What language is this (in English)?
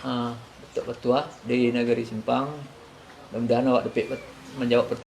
Minangkabau